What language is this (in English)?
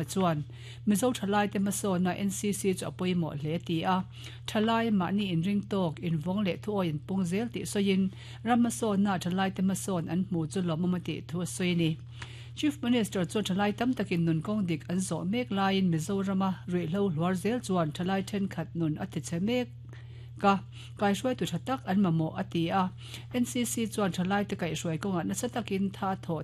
Mizo